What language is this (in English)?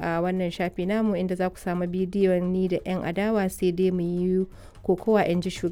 Hausa